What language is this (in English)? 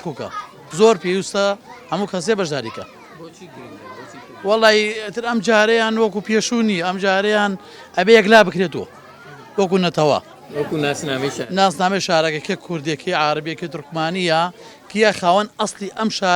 Central Kurdish